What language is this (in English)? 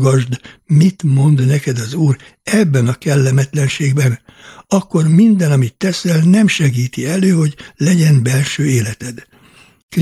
Hungarian